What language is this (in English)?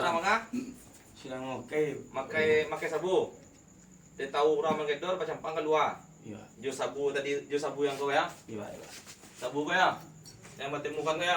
Minangkabau